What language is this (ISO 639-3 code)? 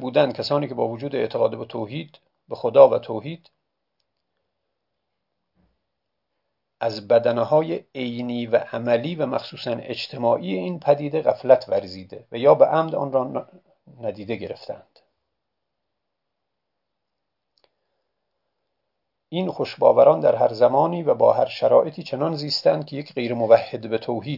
fas